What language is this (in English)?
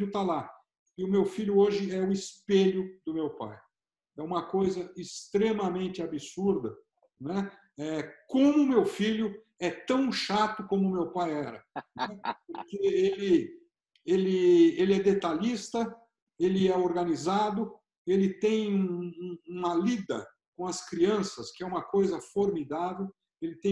Portuguese